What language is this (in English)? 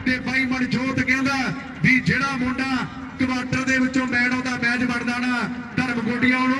Punjabi